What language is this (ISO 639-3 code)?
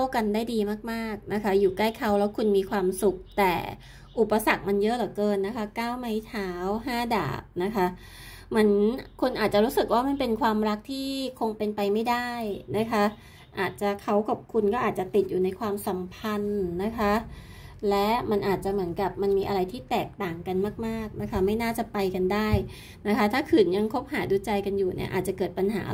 tha